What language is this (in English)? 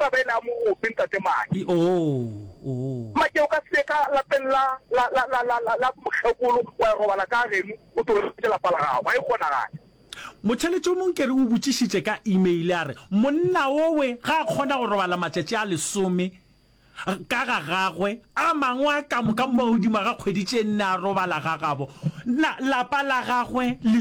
Northern Sotho